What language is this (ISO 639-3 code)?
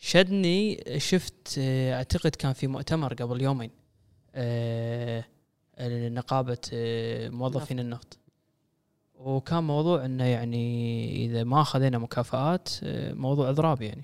afb